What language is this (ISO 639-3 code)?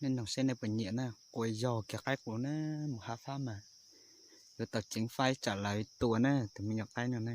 hmn